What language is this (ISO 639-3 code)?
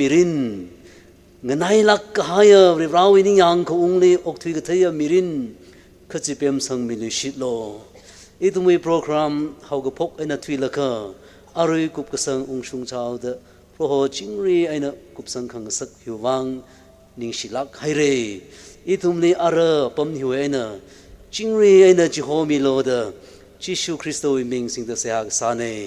nmf